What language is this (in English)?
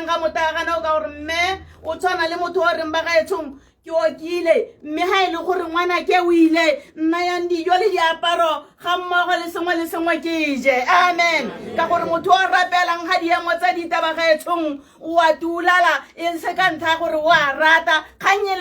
Tswana